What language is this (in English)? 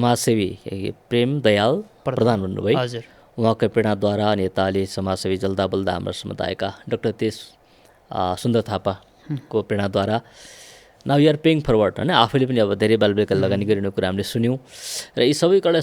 Nepali